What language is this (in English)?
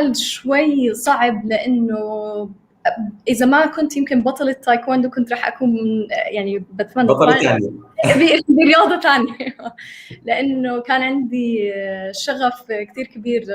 North Levantine Arabic